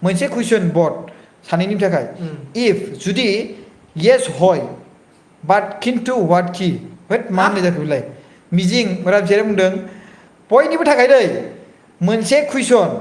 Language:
Bodo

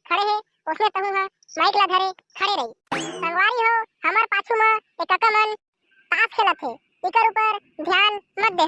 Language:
Chhattisgarhi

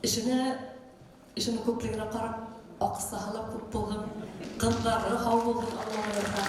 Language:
Bashkir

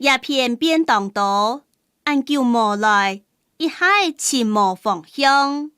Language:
Hakka Chinese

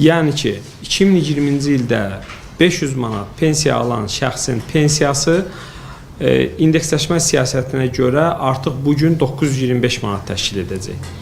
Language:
Azerbaijani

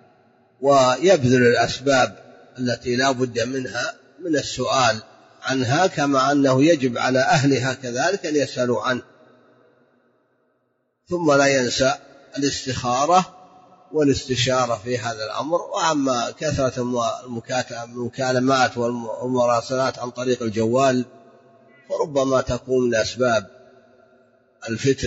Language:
Arabic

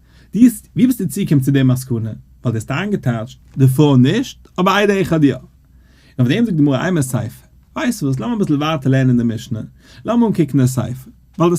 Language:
Yiddish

